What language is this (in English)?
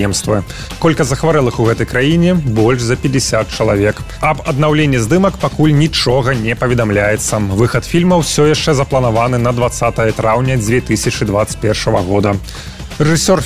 Belarusian